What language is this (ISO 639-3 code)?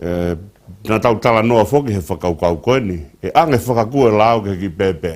ton